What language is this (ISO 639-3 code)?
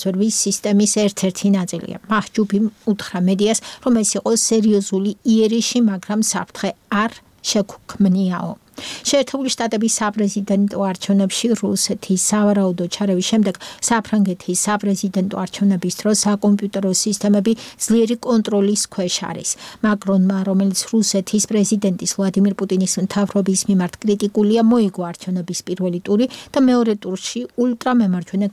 kat